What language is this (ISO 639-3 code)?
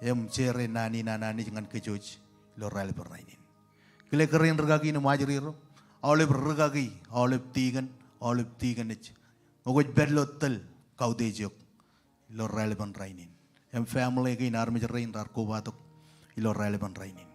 mah